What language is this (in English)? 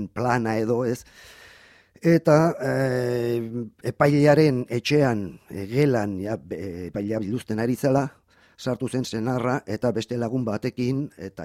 Basque